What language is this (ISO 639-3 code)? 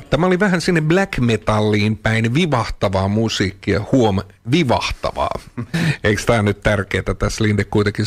fin